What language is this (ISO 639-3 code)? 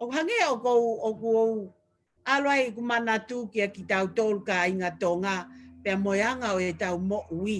ton